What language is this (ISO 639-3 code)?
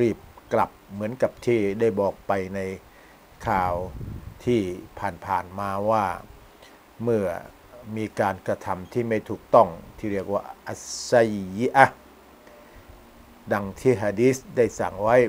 tha